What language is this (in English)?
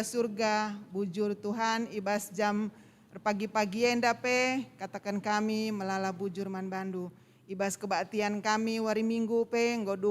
Batak Karo